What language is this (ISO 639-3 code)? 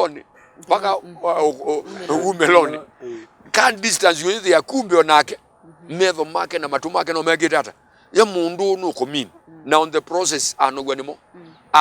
kam